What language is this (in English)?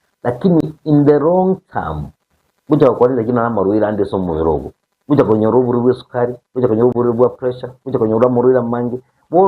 Gusii